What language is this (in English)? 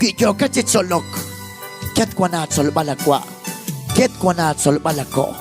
Kekchí